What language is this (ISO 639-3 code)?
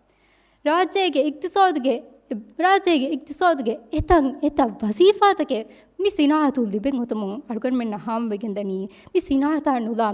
div